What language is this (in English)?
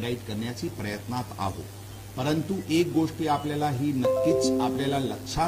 Marathi